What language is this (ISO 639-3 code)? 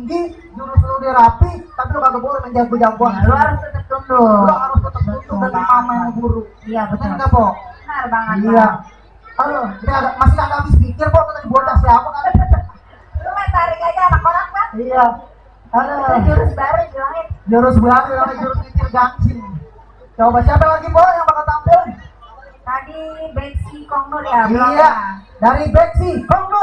bew